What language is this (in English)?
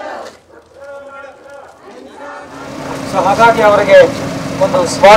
Kannada